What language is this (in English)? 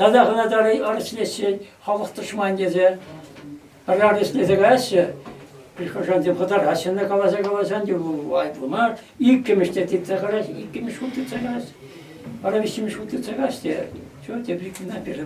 Chuvash